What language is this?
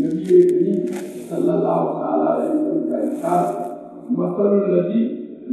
Urdu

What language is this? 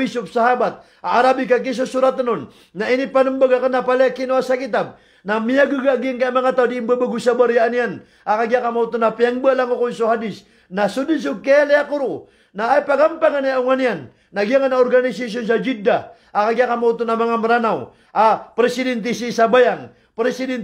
Maranao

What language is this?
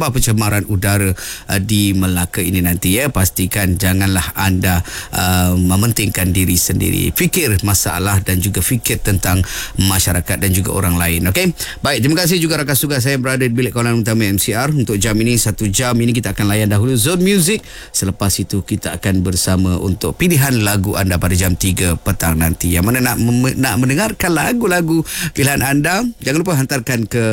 Malay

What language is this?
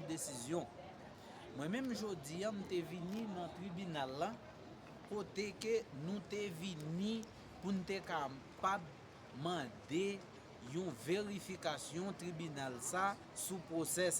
Haitian Creole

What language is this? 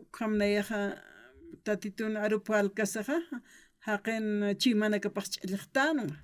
Aymara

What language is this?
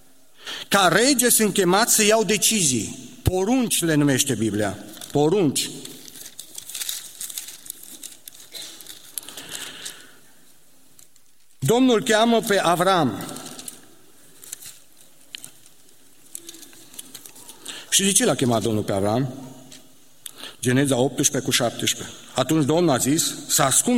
Romanian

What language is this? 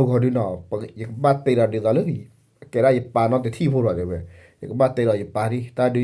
S'gaw Karen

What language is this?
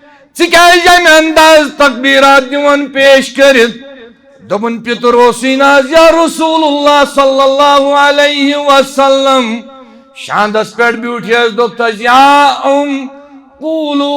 Kashmiri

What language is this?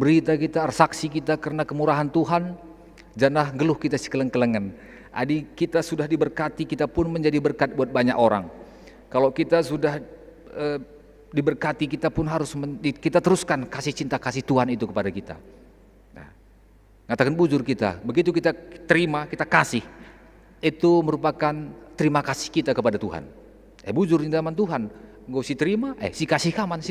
Batak Karo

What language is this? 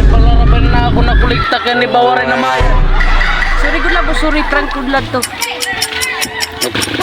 Waray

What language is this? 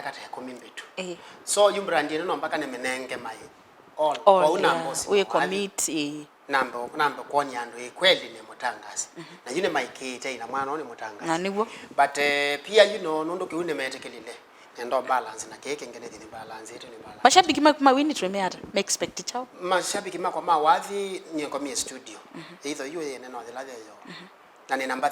Kamba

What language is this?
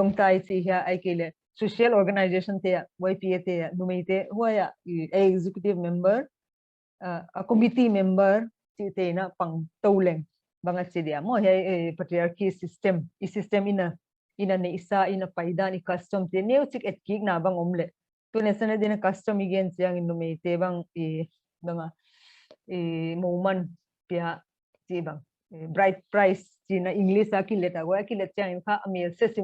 Paite Chin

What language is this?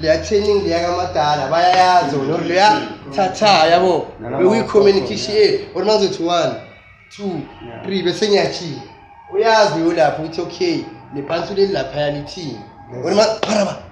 Zulu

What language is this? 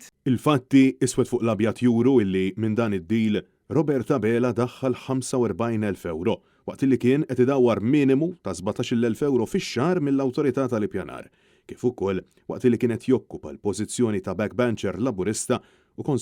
Maltese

